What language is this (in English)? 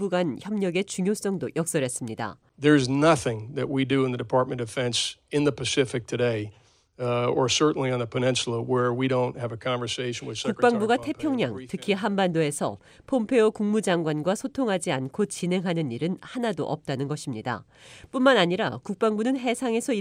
Korean